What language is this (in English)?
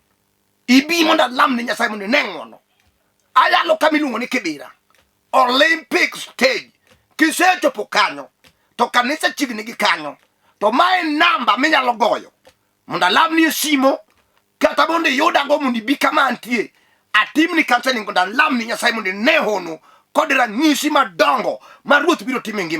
Luo (Kenya and Tanzania)